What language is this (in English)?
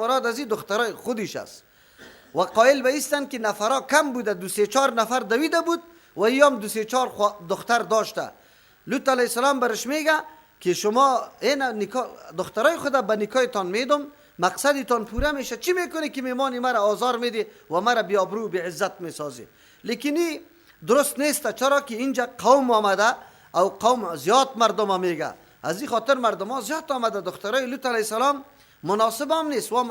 Persian